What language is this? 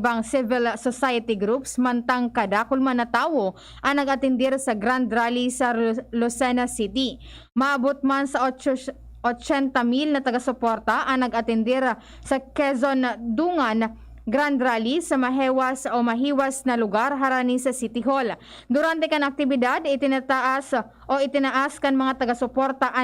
Bikol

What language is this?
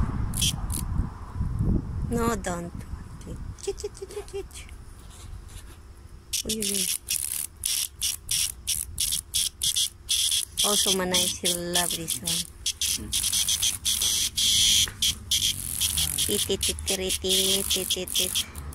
English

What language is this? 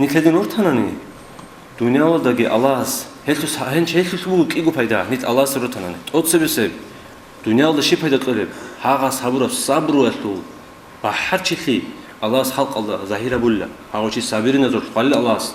Avaric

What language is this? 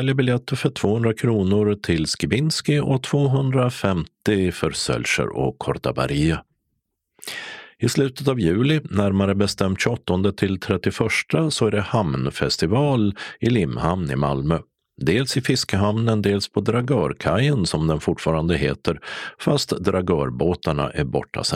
Swedish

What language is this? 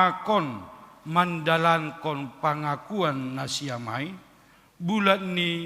Batak Simalungun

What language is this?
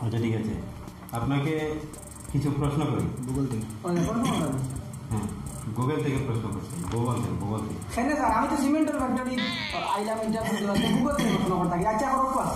Sylheti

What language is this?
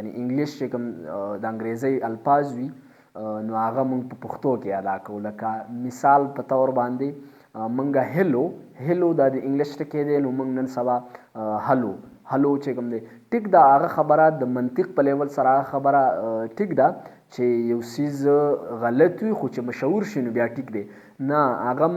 Pashto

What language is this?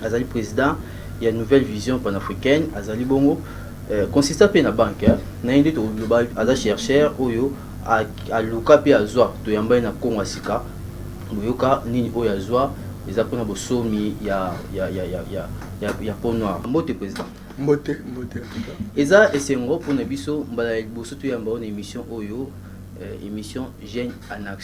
Lingala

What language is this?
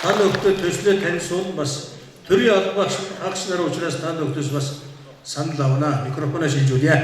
Mongolian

